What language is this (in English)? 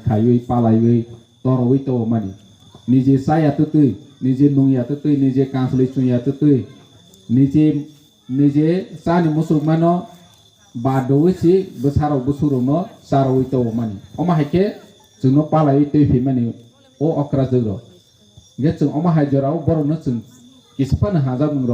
Kok Borok